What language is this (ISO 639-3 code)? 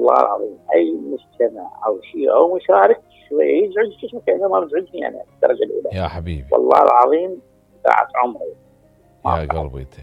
acm